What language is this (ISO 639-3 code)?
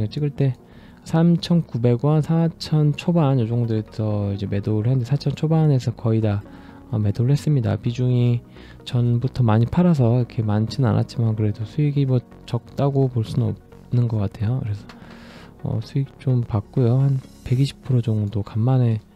kor